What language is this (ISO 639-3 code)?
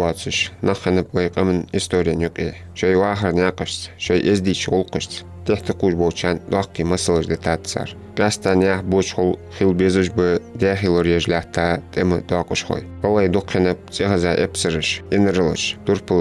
inh